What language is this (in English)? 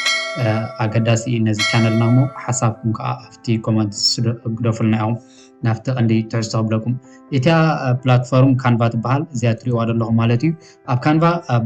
Tigrinya